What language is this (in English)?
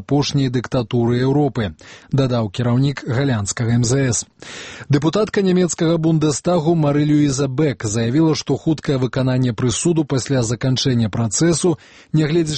Belarusian